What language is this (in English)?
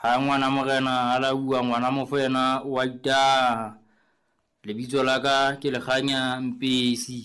Southern Sotho